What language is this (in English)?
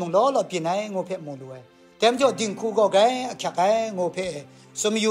Kachin